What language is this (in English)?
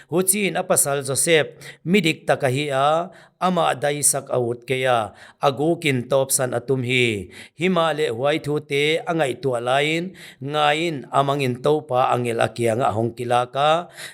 Paite Chin